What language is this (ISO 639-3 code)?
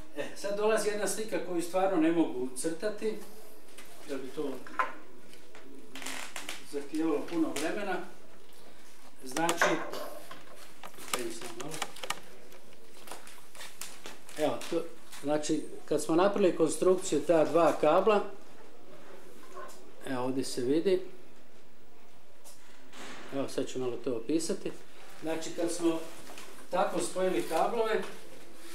hrv